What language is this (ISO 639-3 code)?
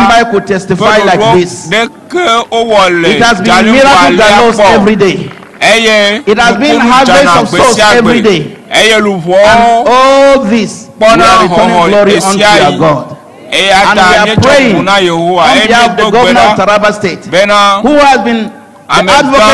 ewe